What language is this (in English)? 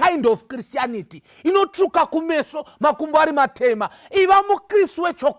Shona